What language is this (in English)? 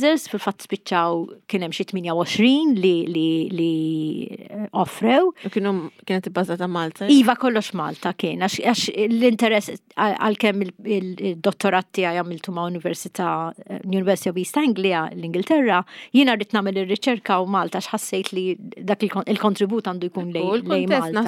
Maltese